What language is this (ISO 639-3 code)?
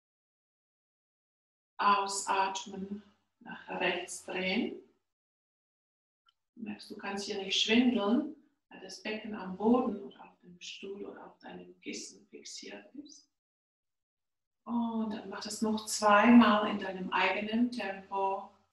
deu